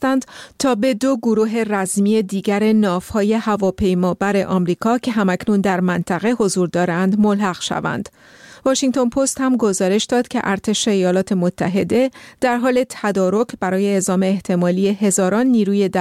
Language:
Persian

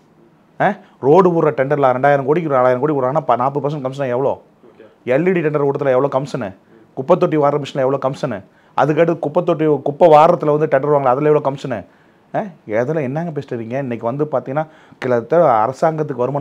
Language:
Tamil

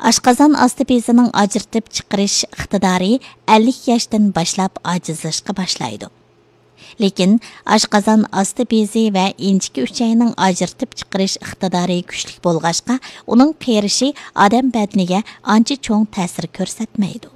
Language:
Uyghur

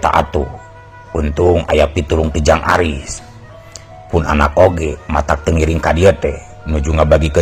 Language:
Sundanese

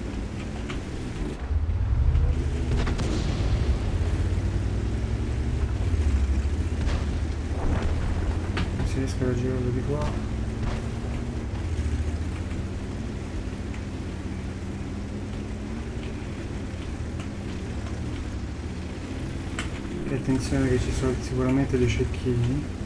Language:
Italian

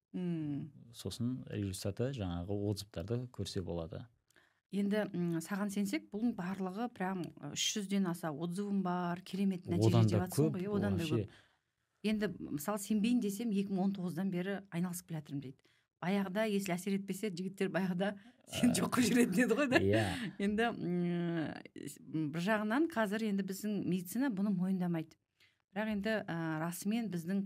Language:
Kazakh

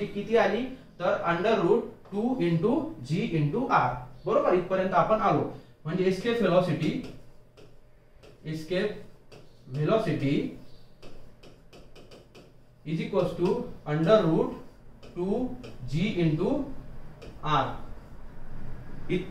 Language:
Marathi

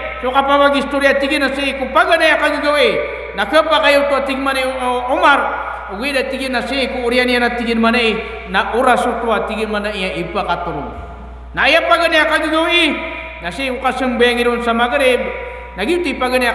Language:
Maranao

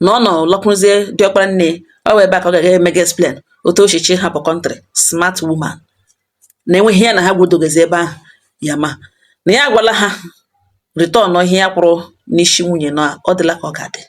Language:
Igbo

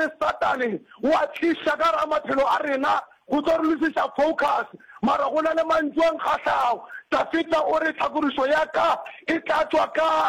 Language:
Northern Sotho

